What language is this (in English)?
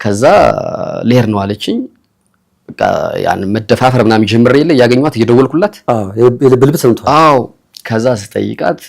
Amharic